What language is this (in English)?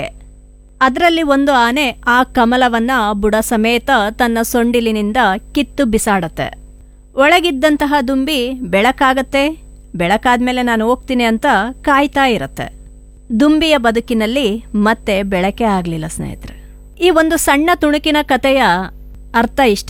Kannada